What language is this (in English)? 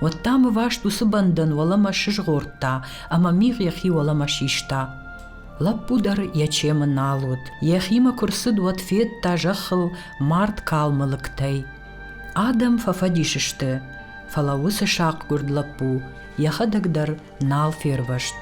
Ossetic